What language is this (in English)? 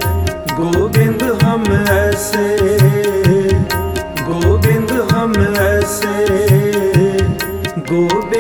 Hindi